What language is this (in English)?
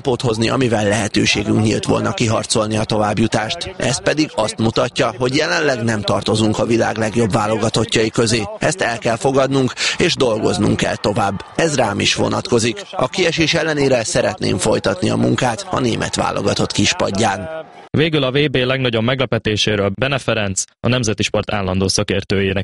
Hungarian